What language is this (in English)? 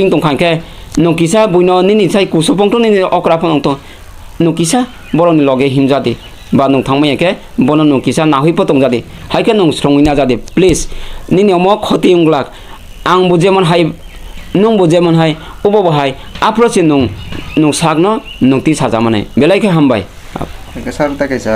Kok Borok